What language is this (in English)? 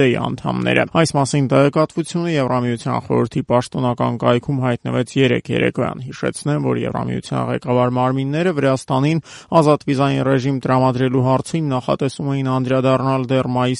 Armenian